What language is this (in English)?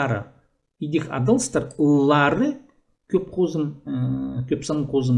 Khakas